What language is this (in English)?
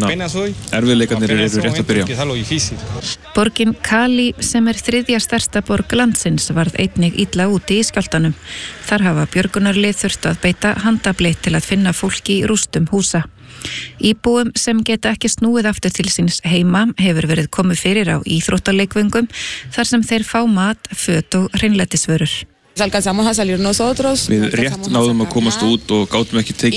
Icelandic